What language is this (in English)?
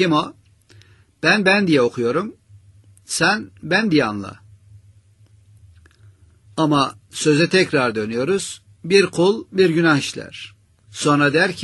Turkish